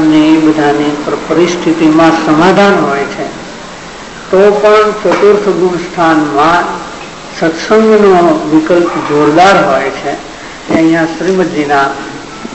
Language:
Gujarati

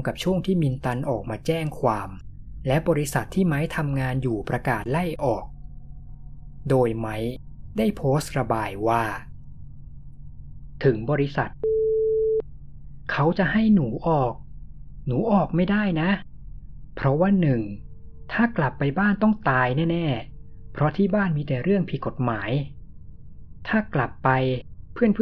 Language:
Thai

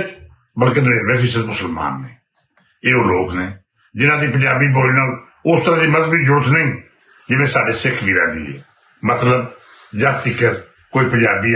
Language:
Western Panjabi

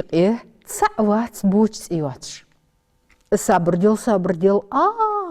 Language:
Ingush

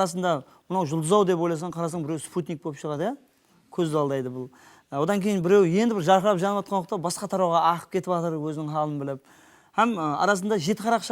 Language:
Kara-Kalpak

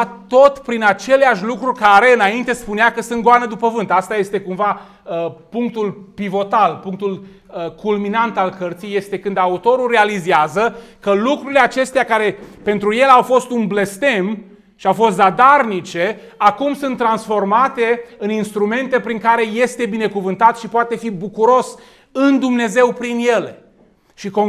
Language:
Romanian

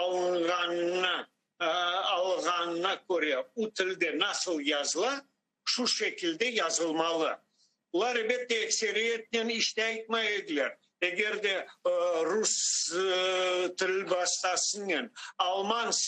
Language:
Crimean Tatar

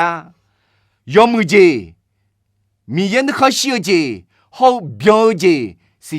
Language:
Akha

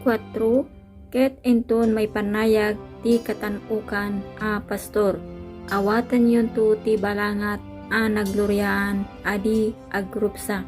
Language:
Iloko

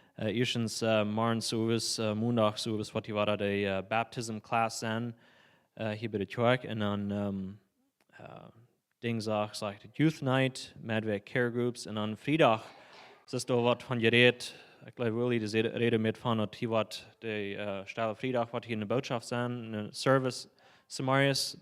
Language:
Plautdietsch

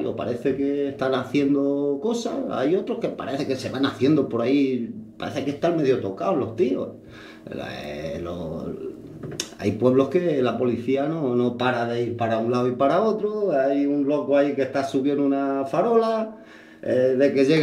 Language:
Spanish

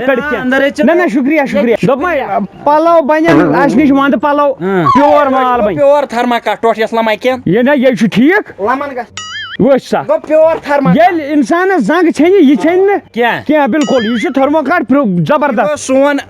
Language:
Kashmiri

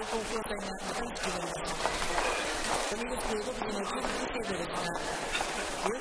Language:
Japanese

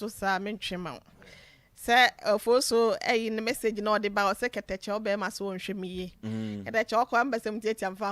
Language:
Akan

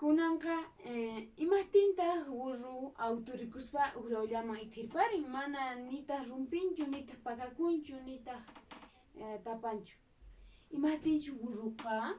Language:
Quechua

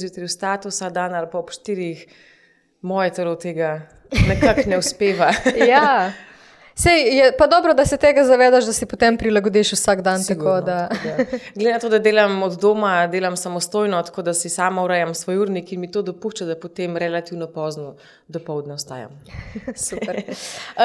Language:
Slovenian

